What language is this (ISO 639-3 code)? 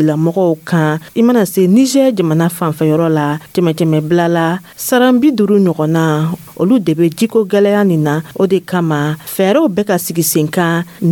dyu